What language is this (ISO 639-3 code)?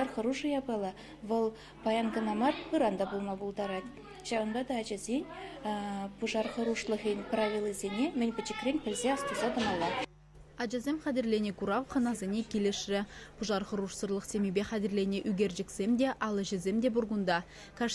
chv